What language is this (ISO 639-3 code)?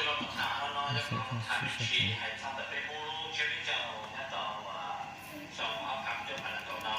hmn